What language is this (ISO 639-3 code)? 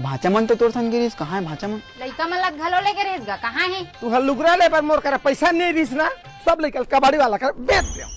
hne